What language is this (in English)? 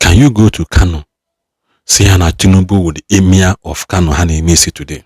Igbo